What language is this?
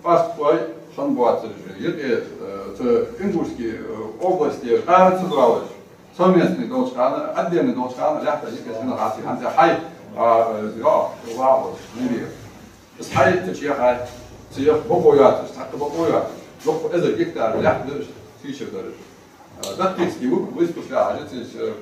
Ingush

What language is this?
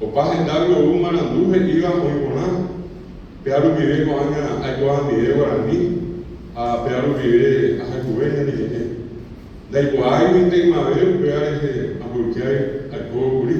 Guarani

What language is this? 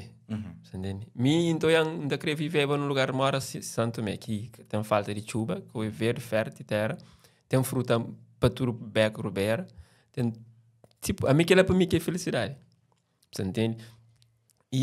Kabuverdianu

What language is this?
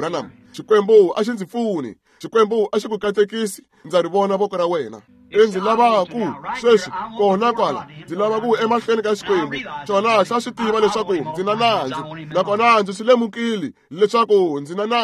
Tsonga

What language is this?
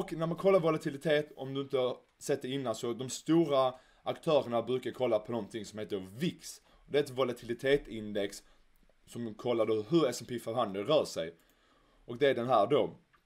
Swedish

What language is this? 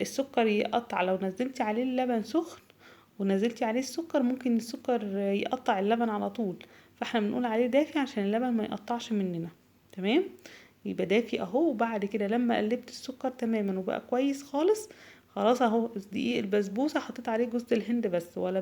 Egyptian Arabic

